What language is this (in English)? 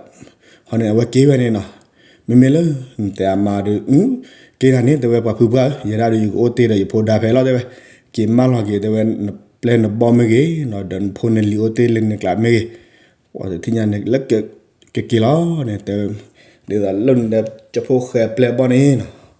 S'gaw Karen